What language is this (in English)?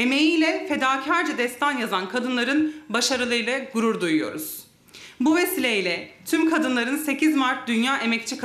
Turkish